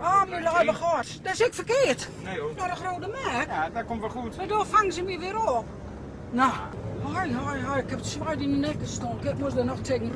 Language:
Gronings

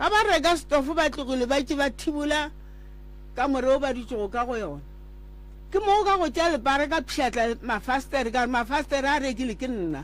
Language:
Northern Sotho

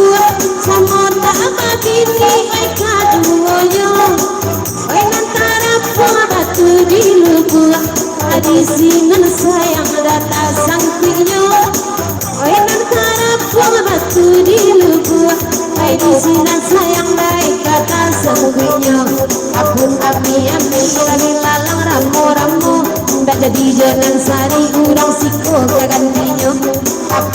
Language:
Minangkabau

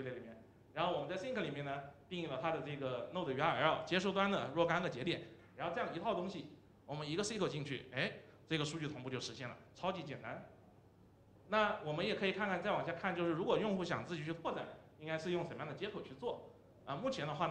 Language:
Chinese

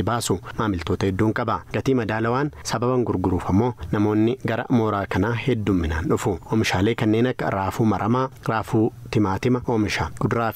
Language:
Oromo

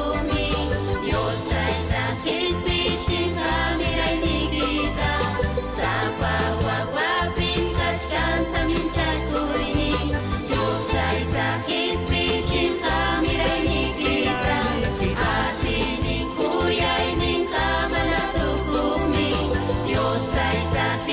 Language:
Ayacucho Quechua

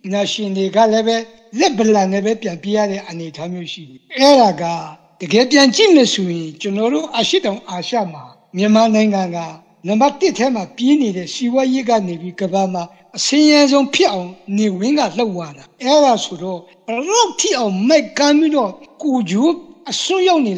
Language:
Burmese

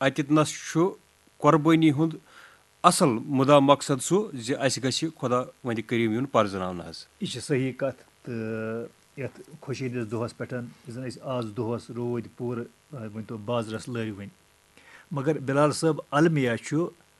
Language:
Kashmiri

